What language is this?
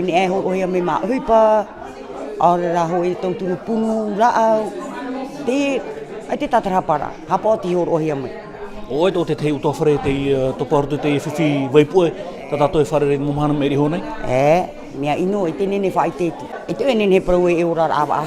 Tahitian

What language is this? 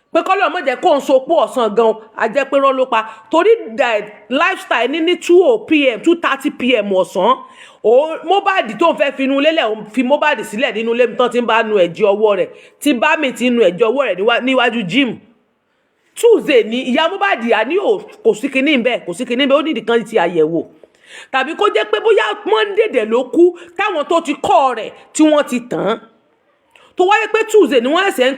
Yoruba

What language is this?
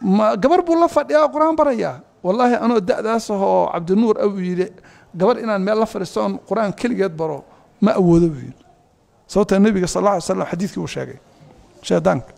Somali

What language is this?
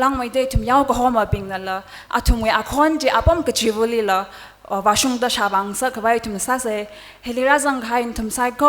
Tangkhul Naga (India)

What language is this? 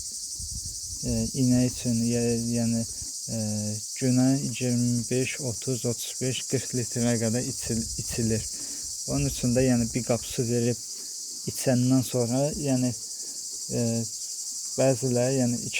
Azerbaijani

